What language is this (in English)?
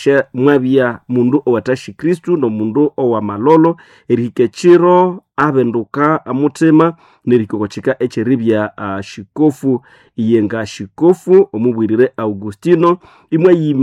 Nande